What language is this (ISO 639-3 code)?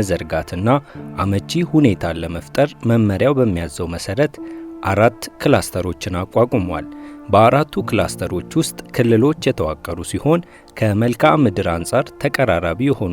amh